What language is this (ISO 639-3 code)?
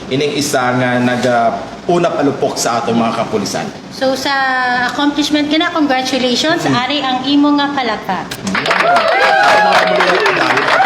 hil